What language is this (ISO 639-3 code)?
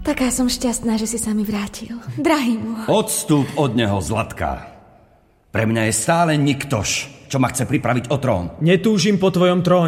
slk